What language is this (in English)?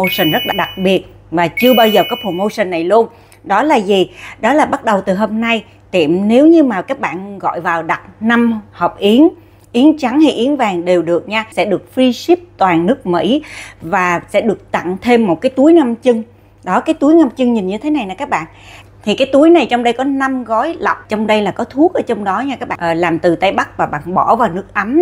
Vietnamese